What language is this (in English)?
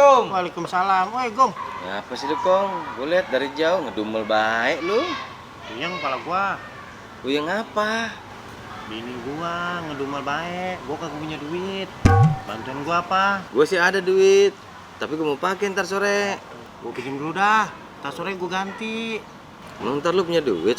Betawi